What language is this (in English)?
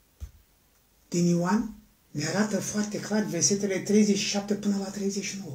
Romanian